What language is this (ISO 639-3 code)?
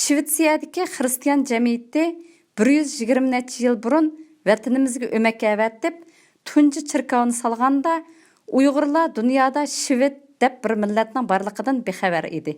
uig